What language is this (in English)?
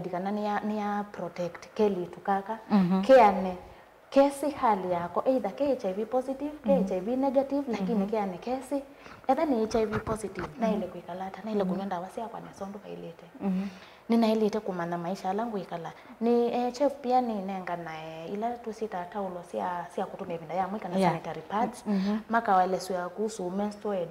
Kamba